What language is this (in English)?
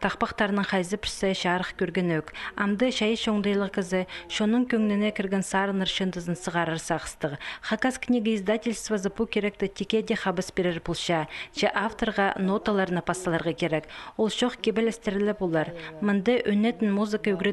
Khakas